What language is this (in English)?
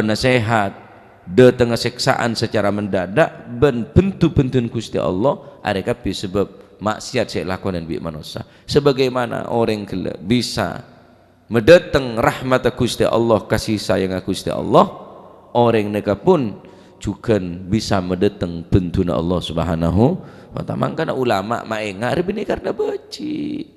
Madurese